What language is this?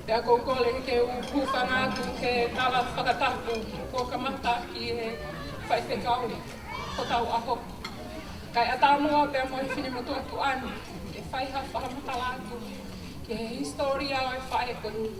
Tongan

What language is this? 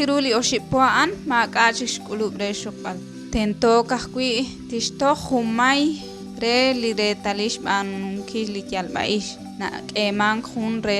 Kekchí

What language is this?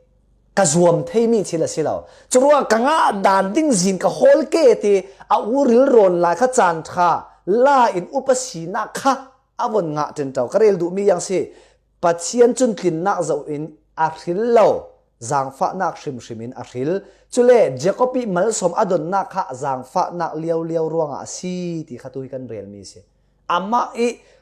Falam Chin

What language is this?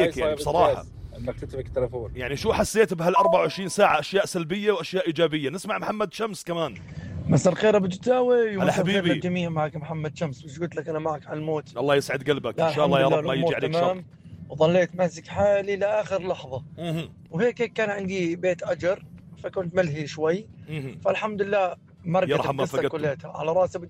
North Levantine Arabic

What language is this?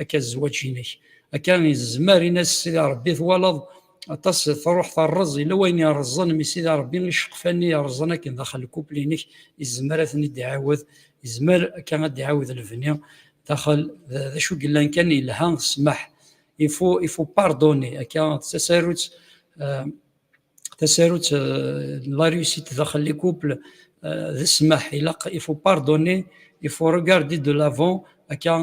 Kabyle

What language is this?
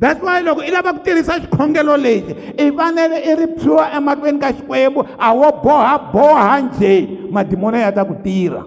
Tsonga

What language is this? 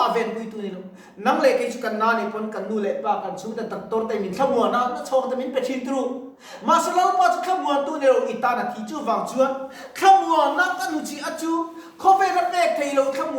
Mizo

